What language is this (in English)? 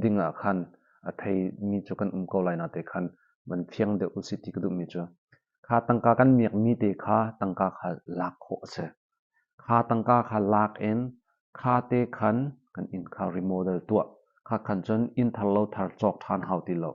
Hakha Chin